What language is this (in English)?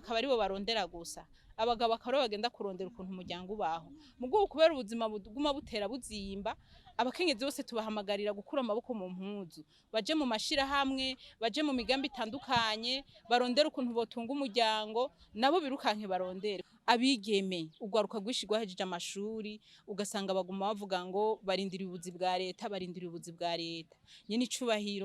Rundi